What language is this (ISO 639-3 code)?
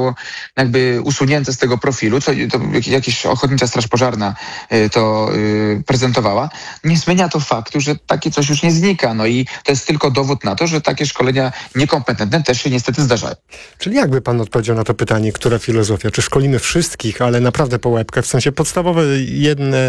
pol